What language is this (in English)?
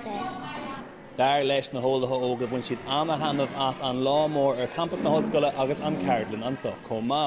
Irish